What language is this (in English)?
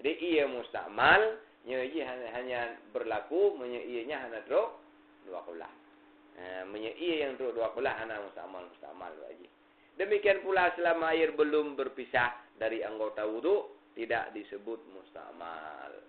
Achinese